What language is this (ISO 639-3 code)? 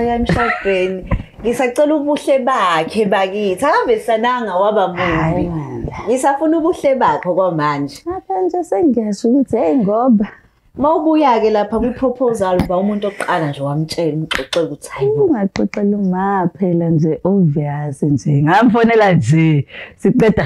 zul